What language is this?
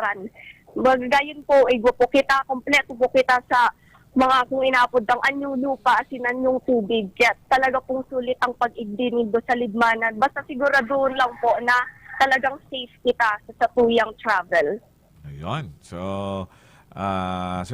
Bikol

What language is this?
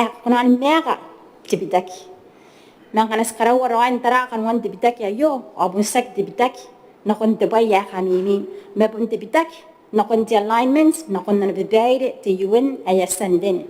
Gilbertese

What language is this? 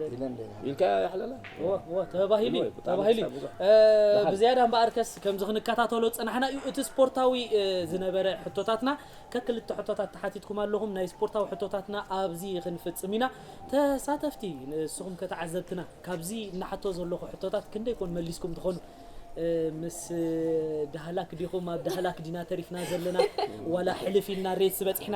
Tigrinya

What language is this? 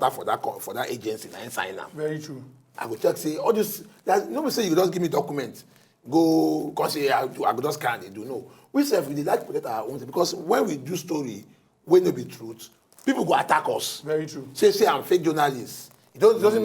Nigerian Pidgin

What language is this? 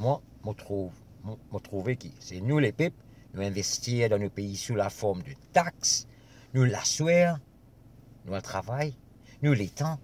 Morisyen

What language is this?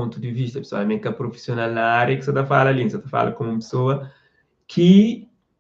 Kabuverdianu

